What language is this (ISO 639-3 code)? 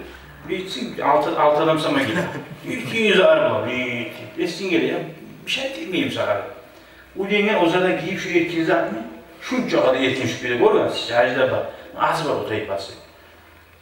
kum